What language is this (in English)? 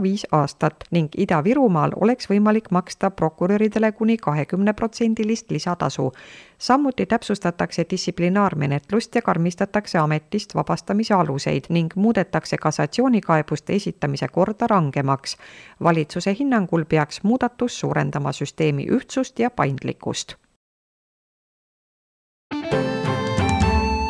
Estonian